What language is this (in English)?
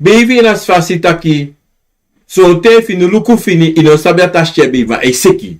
Sranan Tongo